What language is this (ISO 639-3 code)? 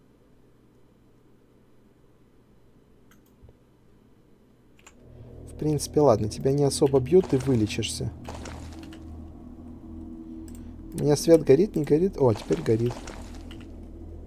rus